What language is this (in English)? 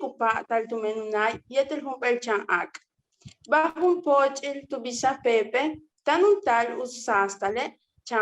Yucateco